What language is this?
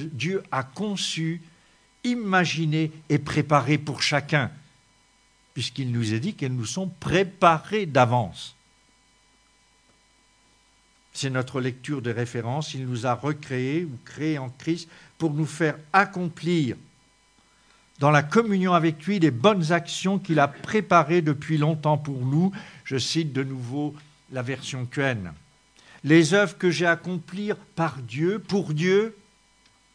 French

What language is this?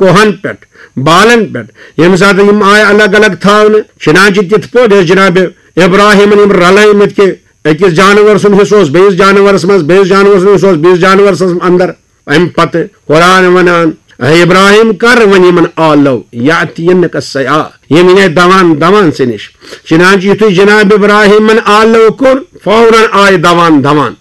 Kashmiri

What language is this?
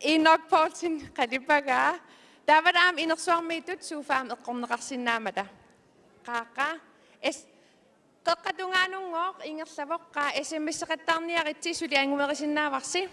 Kalaallisut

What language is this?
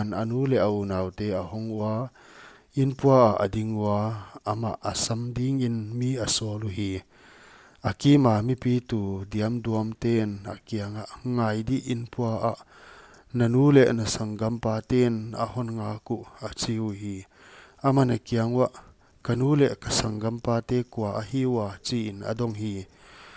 Paite Chin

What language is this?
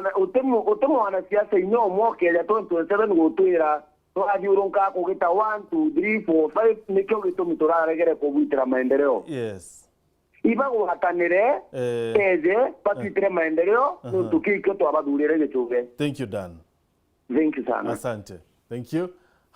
Meru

